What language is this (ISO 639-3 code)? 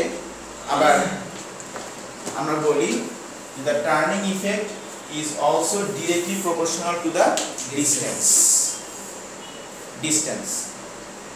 ben